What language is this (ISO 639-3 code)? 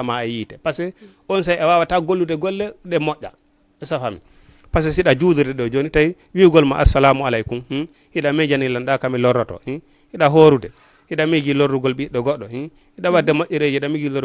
ful